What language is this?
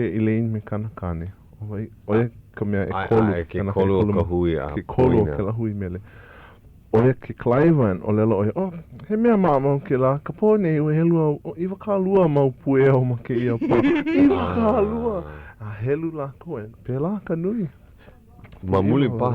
Hawaiian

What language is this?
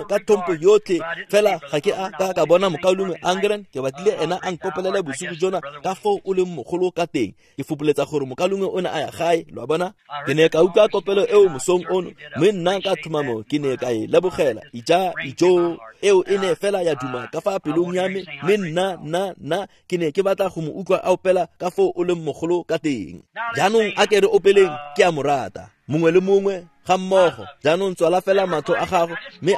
Tswana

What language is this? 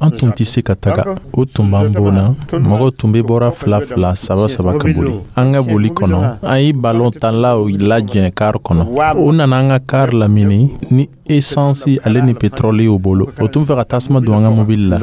Dyula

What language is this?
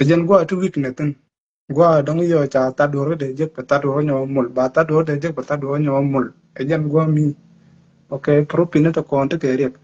Nuer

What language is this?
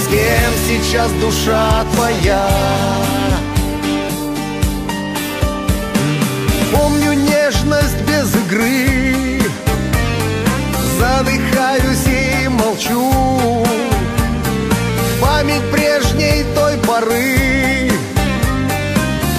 Russian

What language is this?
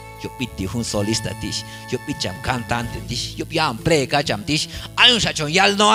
Q'anjob'al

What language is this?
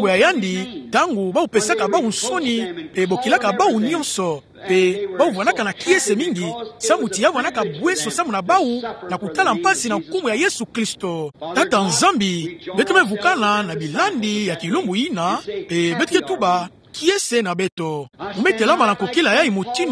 Kituba (Democratic Republic of Congo)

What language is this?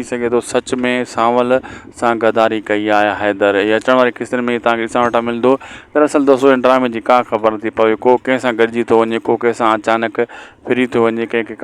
Sindhi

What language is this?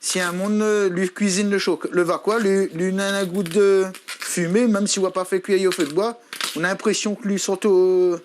Réunion Creole French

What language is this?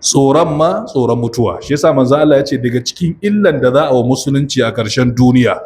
Hausa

